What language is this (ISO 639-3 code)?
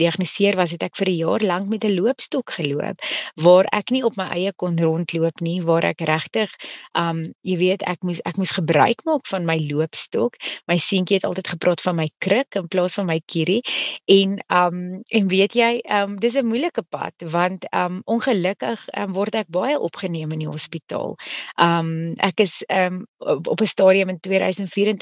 afr